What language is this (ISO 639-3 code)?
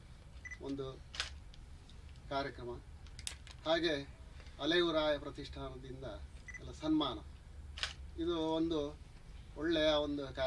kan